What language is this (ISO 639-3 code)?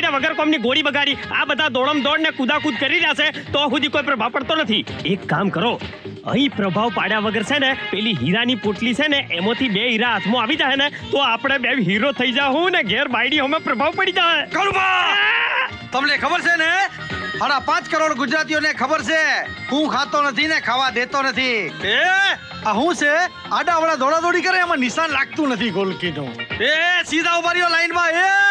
guj